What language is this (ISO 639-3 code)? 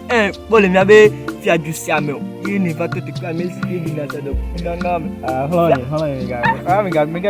ewe